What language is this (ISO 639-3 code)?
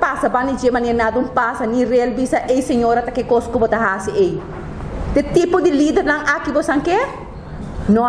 pap